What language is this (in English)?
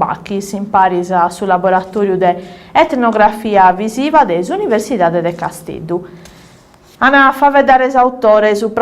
Sardinian